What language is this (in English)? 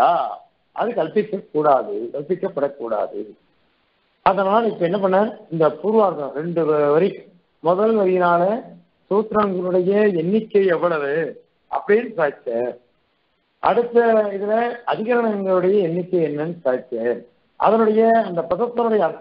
Tamil